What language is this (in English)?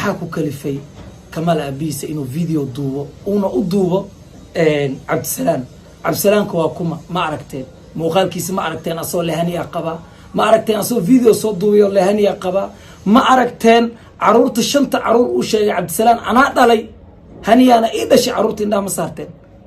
Somali